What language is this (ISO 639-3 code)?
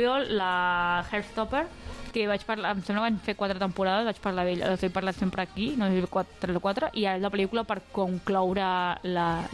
cat